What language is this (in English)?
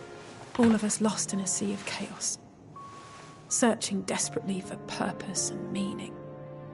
English